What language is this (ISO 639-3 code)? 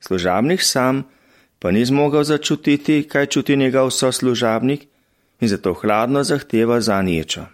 slv